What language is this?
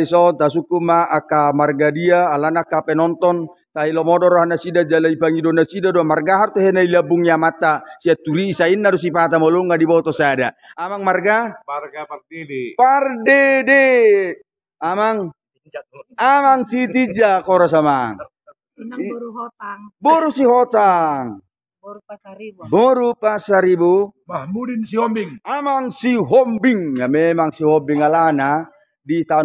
Batak Toba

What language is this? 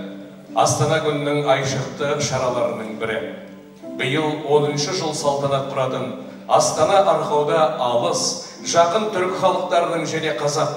Kazakh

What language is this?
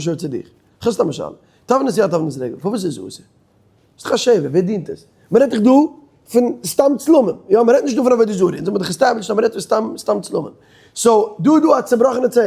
Yiddish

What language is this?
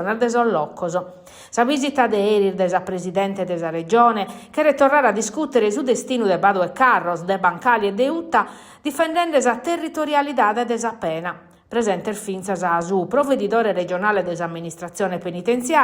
Sardinian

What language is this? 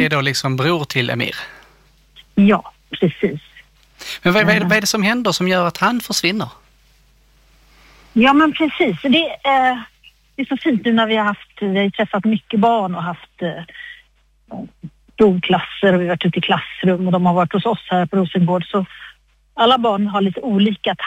Swedish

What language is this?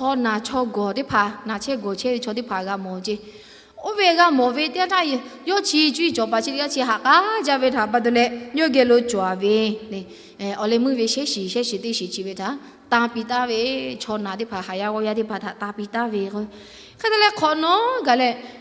Lahu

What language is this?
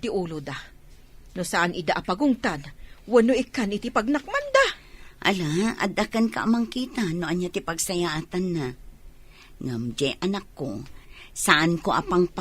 Iloko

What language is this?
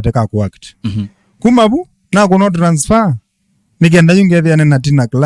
Kamba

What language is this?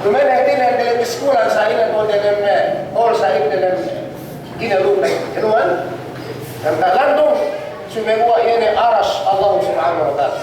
Yakan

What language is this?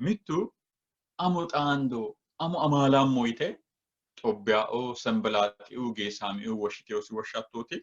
Sidamo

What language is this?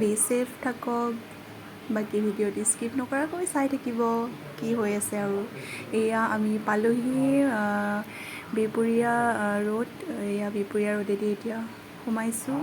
Assamese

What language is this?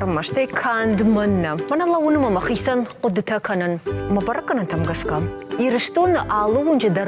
Ossetic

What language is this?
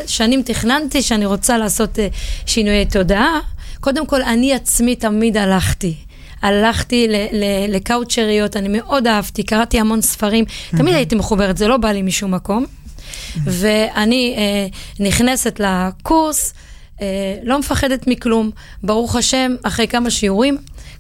Hebrew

